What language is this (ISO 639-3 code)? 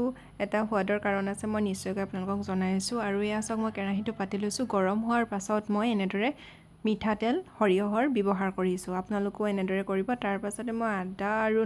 asm